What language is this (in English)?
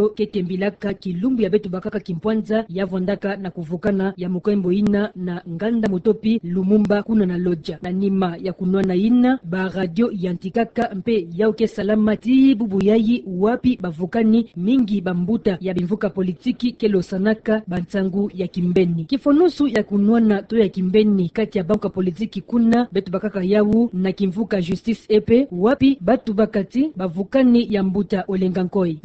Kituba (Democratic Republic of Congo)